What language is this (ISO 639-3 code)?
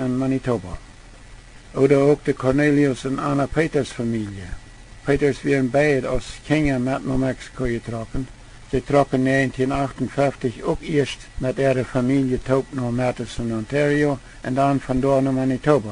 pdt